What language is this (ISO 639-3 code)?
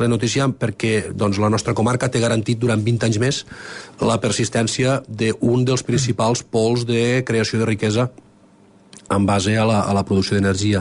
cat